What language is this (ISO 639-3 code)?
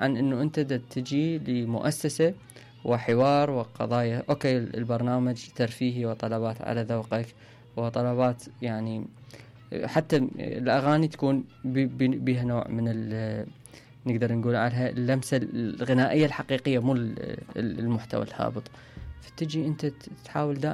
acm